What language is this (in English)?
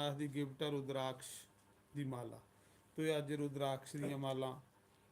Dogri